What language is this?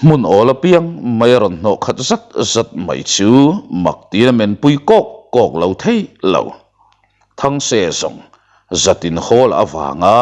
Mizo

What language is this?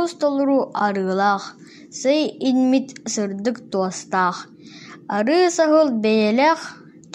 Yakut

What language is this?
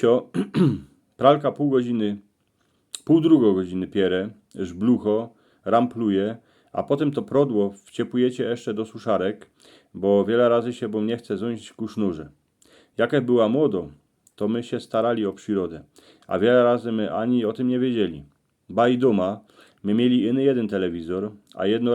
Silesian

